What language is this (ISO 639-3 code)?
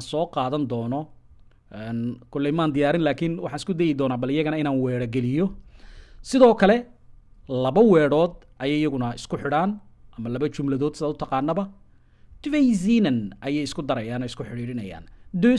som